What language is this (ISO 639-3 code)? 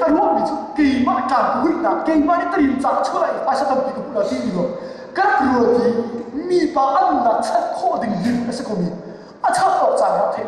cnh